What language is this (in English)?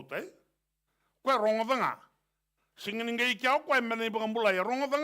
Fijian